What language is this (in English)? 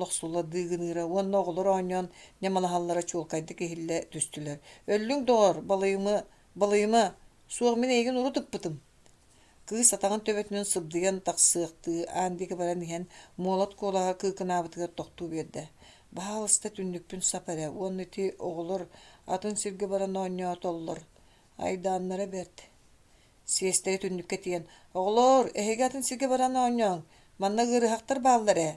Yakut